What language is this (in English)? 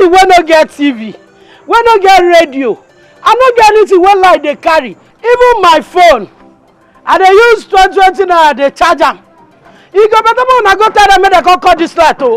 Nigerian Pidgin